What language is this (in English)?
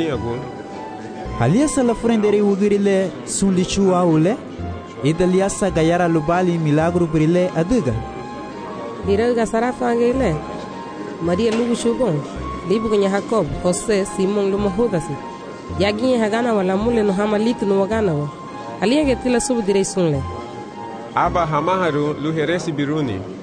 Garifuna